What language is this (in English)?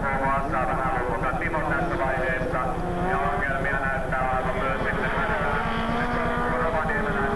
Finnish